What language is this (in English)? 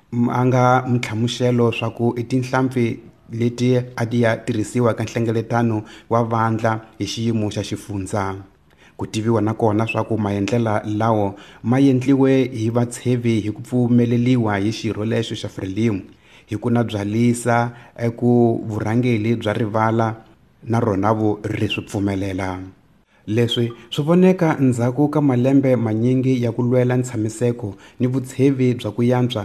Tsonga